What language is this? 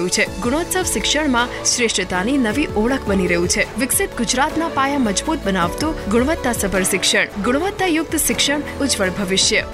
Gujarati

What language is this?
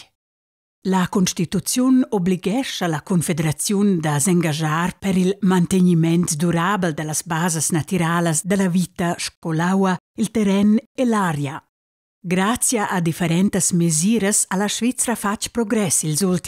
Romansh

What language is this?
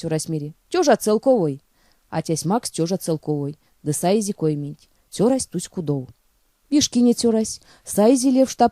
Erzya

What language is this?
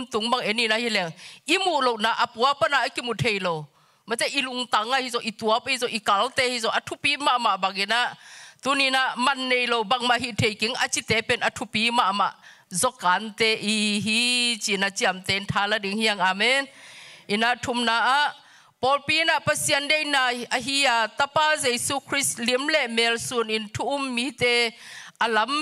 Tedim Chin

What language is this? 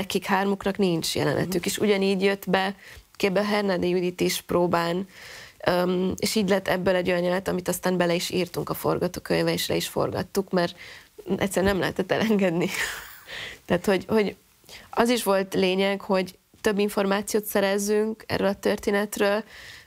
Hungarian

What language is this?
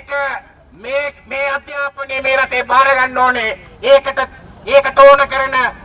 Sinhala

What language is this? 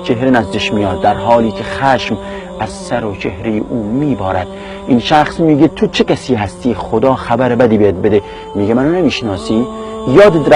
Persian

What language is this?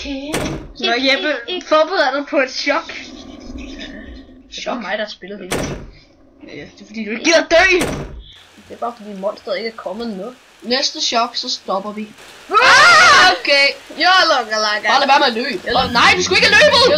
Danish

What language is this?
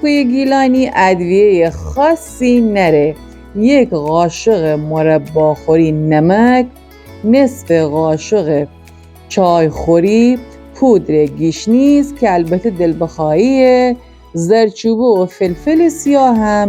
Gilaki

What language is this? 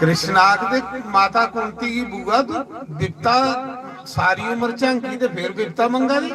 Dogri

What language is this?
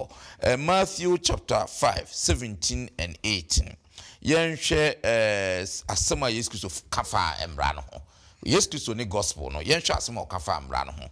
Akan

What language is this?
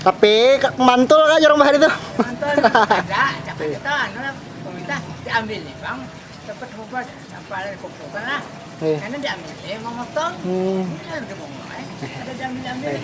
Banjar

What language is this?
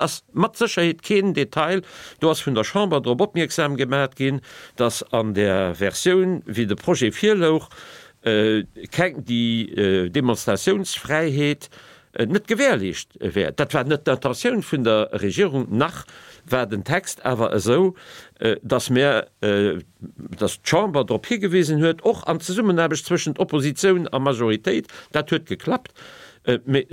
Luxembourgish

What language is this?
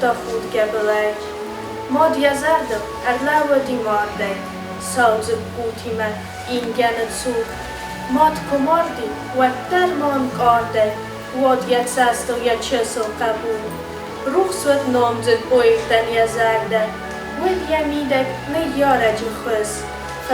Ossetic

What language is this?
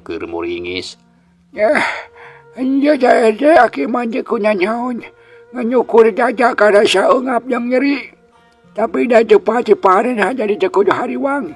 Sundanese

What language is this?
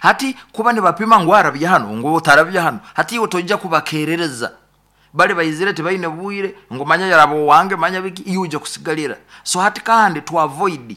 Nyoro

